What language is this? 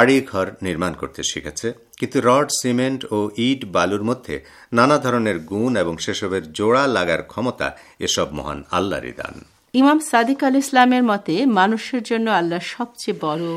Bangla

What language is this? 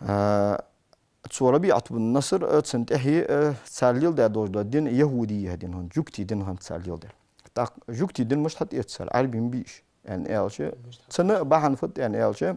Ingush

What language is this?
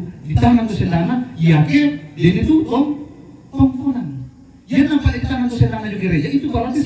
Toraja-Sa'dan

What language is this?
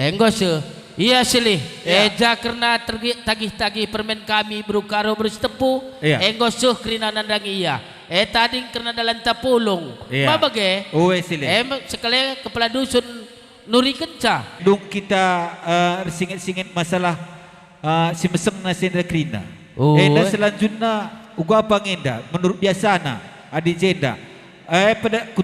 Batak Karo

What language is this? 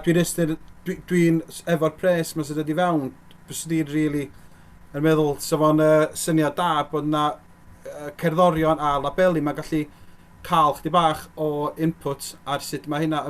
Welsh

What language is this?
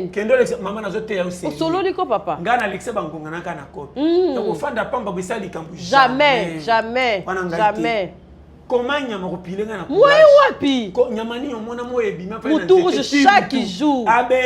Lingala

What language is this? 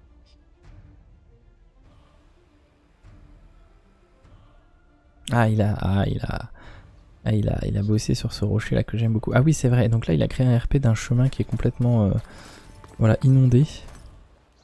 French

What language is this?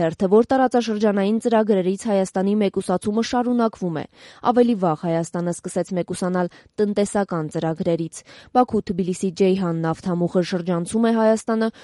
Armenian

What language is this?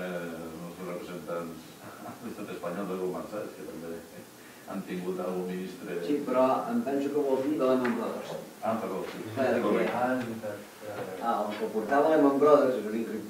Catalan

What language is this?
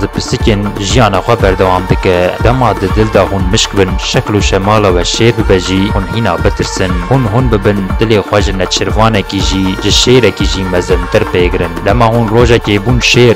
Kurdish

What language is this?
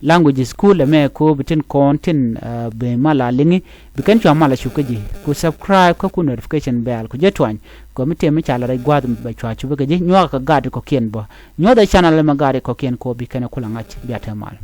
Nuer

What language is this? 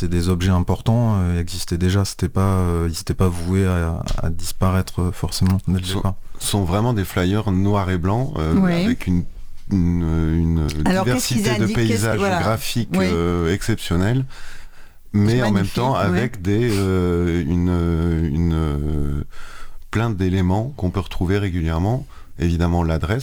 French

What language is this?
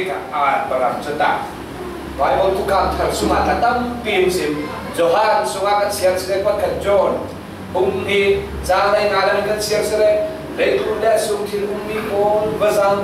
Falam Chin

